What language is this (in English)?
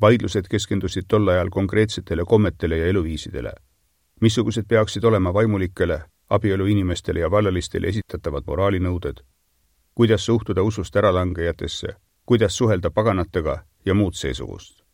Estonian